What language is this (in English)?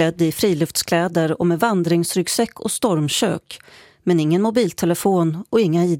Swedish